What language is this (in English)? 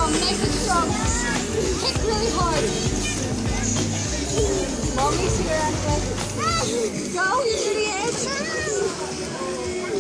English